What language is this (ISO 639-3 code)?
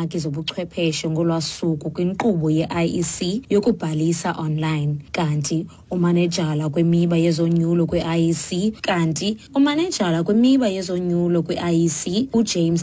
xho